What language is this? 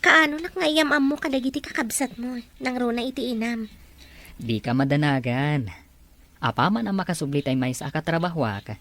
Iloko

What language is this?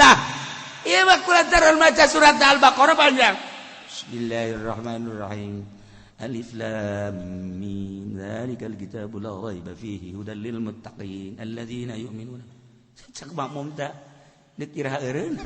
Sundanese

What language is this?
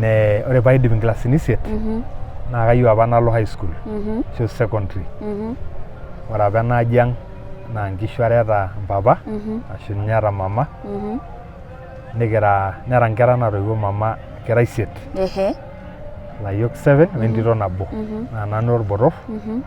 Masai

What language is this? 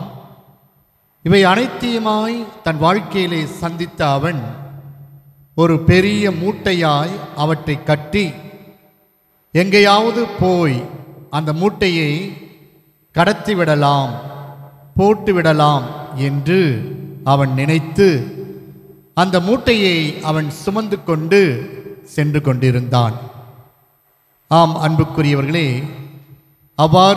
Tamil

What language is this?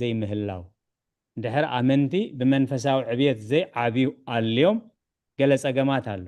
Tigrinya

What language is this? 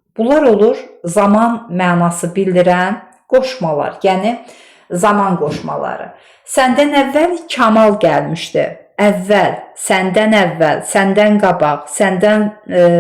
Azerbaijani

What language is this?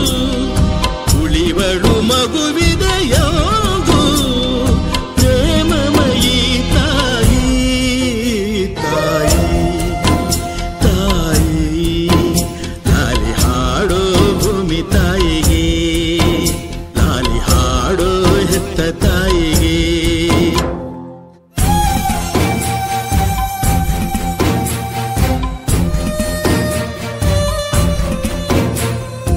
Kannada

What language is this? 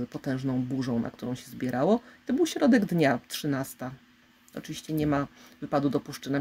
Polish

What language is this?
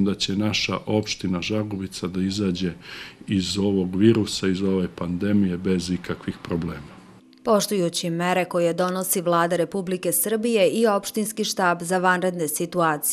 Serbian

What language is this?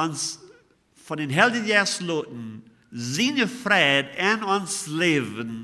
Plautdietsch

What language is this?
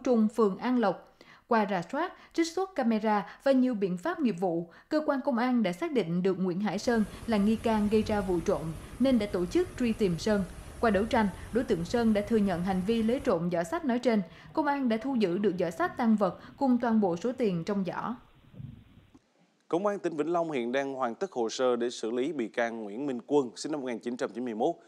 Vietnamese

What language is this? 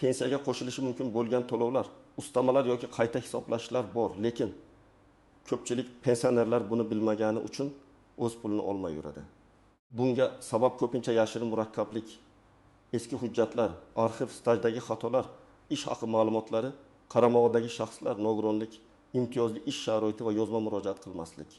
Uzbek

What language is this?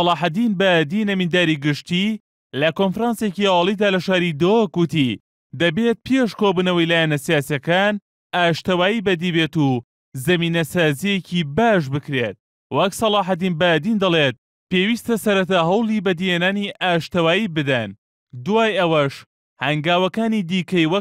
Central Kurdish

